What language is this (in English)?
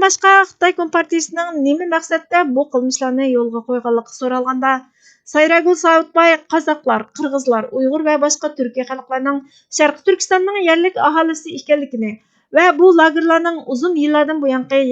Uyghur